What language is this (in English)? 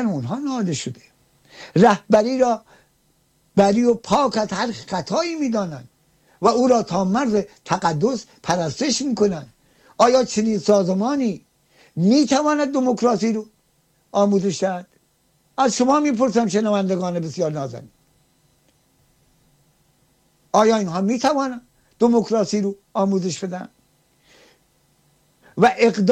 Persian